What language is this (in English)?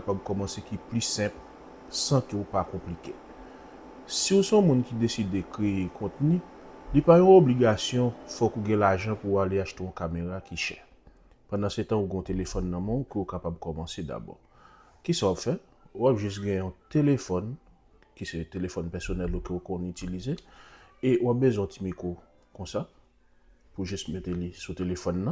Haitian Creole